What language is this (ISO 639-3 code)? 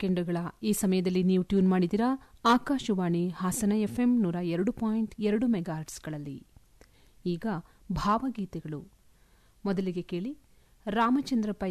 kan